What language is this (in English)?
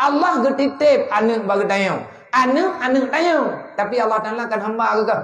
Achinese